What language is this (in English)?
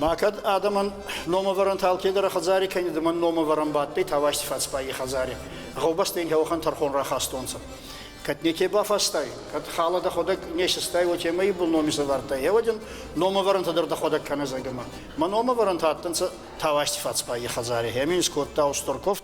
Ossetic